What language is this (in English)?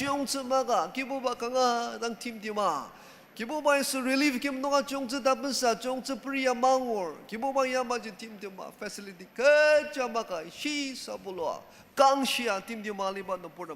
Ao Naga